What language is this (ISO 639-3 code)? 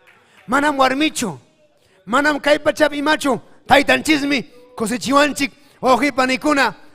quy